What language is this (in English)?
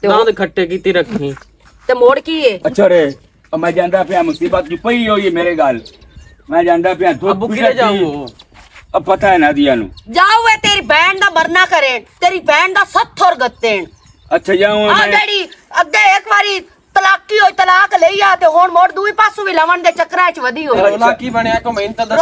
Western Panjabi